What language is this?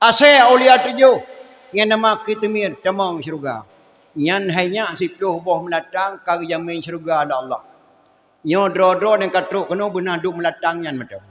Achinese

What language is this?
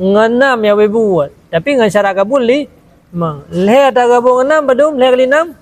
Achinese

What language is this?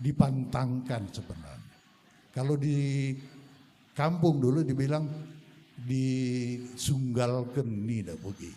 Batak Karo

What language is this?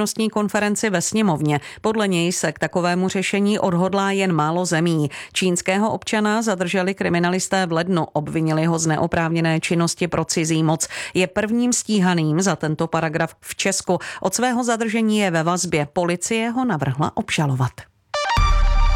Czech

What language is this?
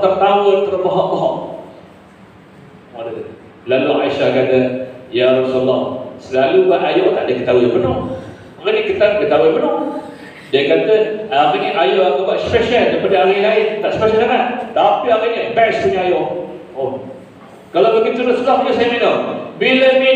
Malay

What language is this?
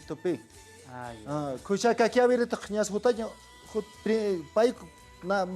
Aymara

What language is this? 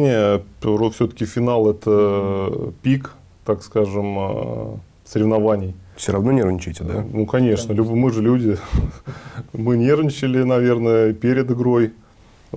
Russian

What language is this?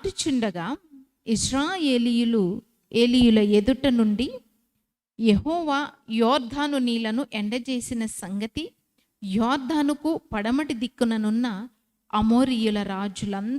Koya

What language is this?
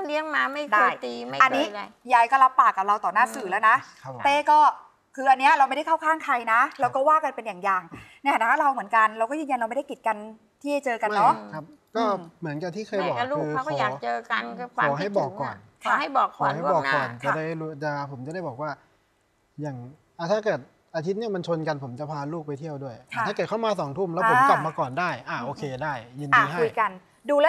Thai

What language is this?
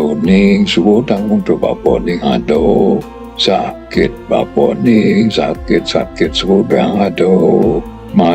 Balinese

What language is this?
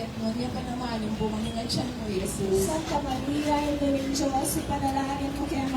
Pampanga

